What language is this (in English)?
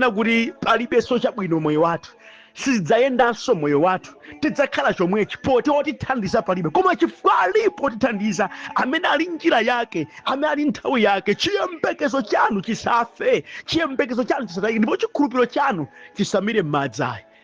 Nyanja